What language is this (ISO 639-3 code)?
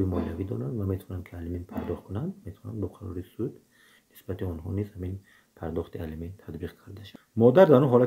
tgk